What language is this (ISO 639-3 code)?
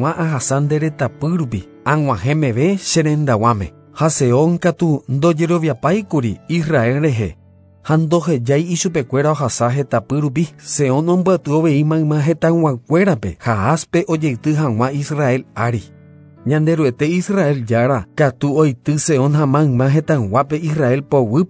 grn